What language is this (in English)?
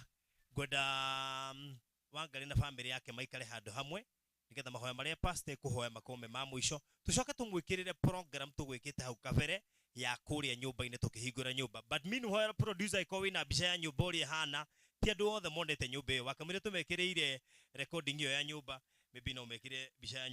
Kikuyu